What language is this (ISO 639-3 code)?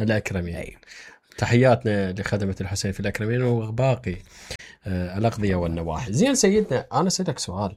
acm